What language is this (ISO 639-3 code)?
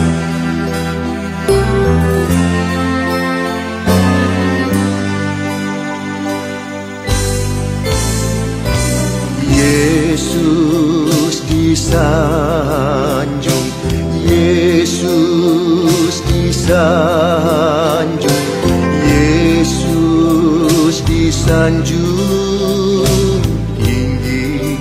ind